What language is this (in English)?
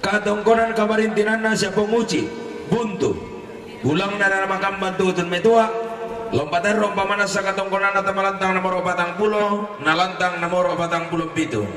Toraja-Sa'dan